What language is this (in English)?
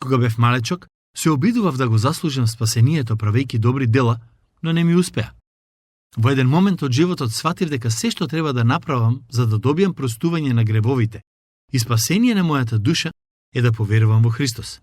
Macedonian